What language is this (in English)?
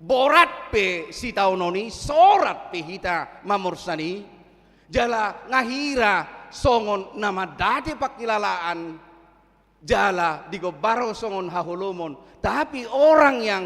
Batak Toba